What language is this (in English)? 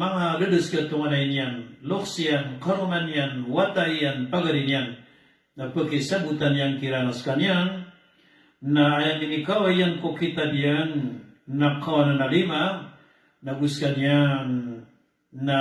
Maranao